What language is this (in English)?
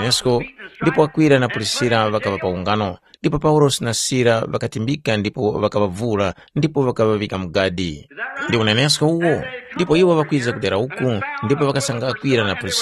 Tumbuka